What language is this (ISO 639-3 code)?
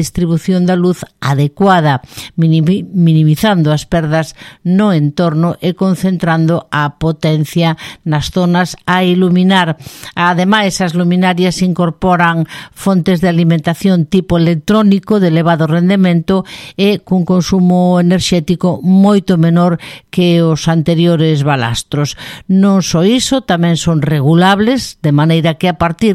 glg